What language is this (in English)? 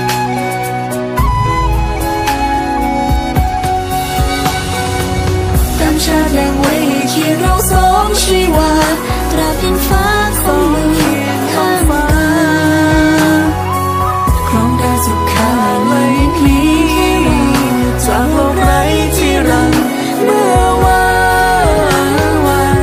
Thai